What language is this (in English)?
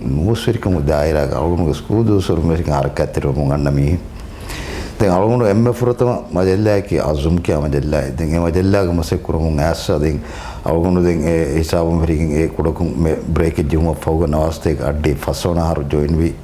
Divehi